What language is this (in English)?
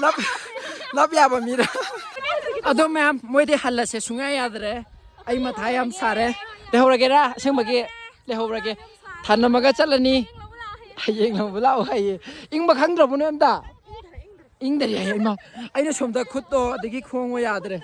Manipuri